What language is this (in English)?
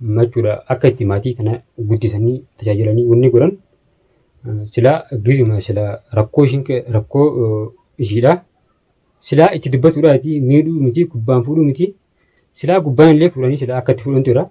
Oromo